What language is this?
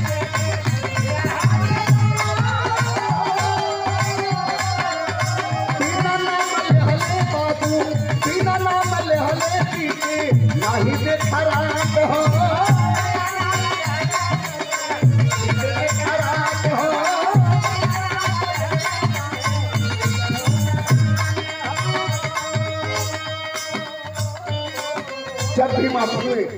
Bhojpuri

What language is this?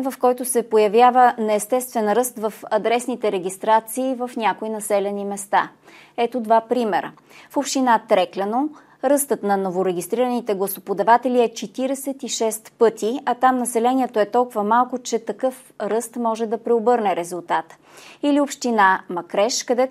Bulgarian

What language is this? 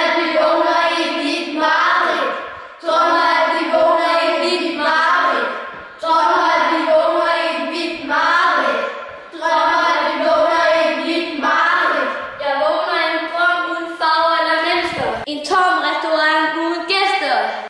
Danish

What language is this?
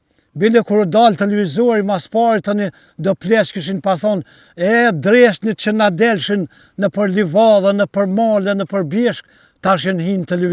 Albanian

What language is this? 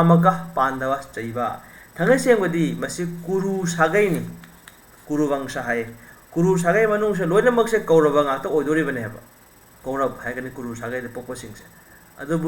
Manipuri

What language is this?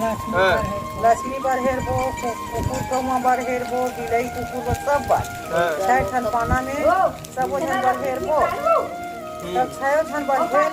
Chhattisgarhi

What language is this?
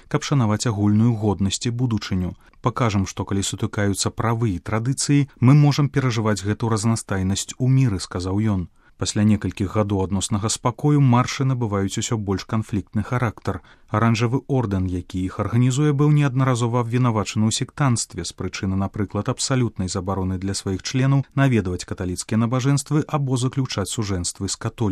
Belarusian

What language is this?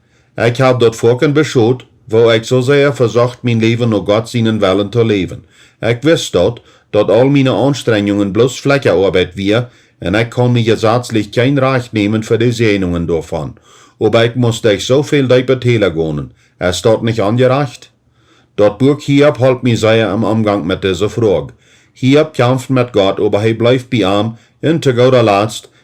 Plautdietsch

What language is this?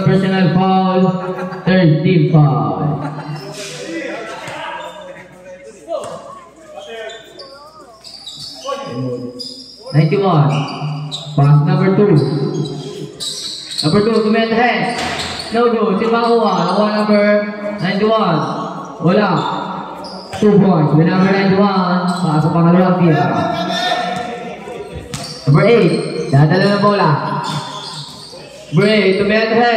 Filipino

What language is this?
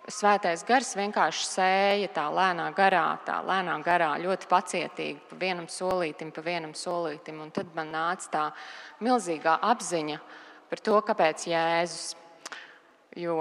Latvian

